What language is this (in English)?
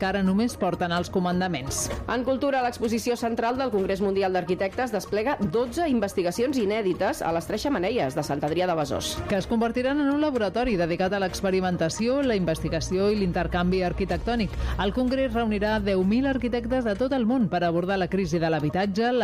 Catalan